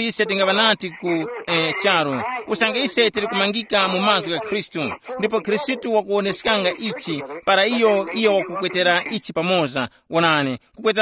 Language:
Tumbuka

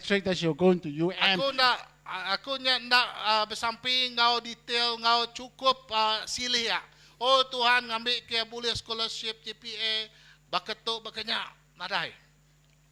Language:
Iban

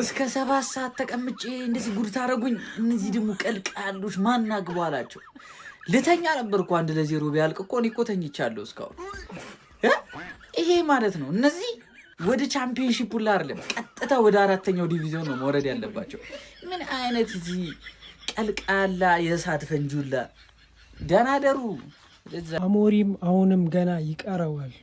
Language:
Amharic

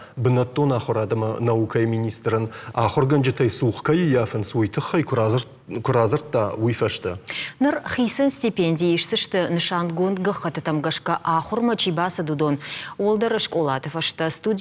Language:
Ossetic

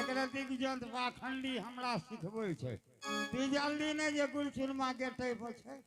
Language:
Angika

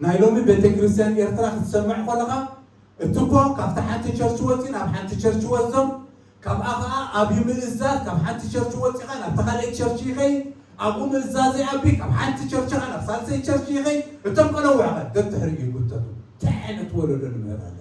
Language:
Tigrinya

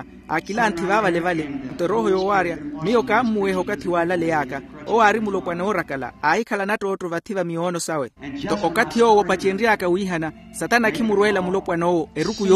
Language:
Makhuwa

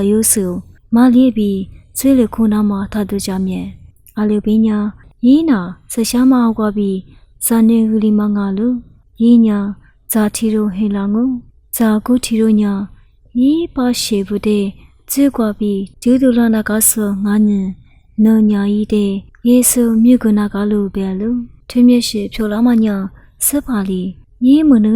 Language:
Lisu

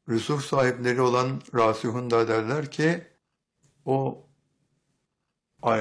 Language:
Turkish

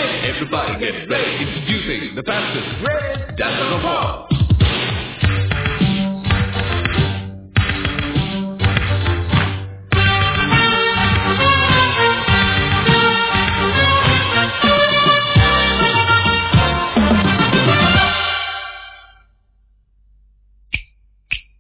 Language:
Telugu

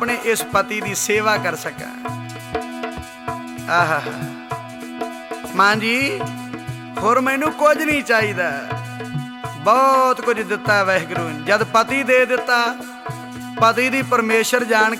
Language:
Punjabi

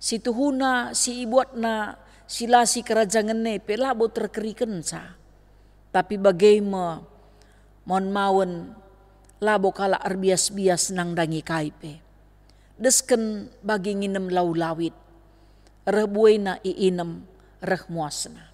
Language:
Batak Karo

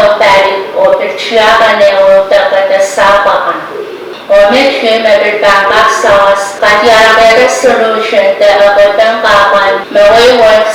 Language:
Pohnpeian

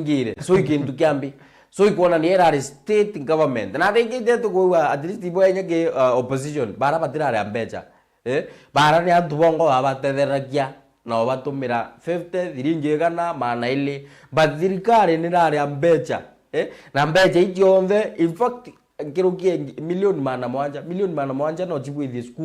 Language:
Meru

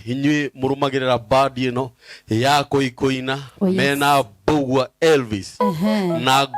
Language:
Kikuyu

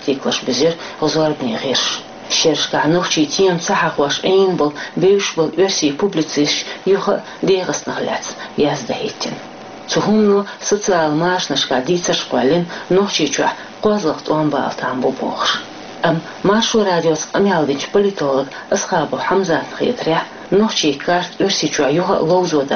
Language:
Chechen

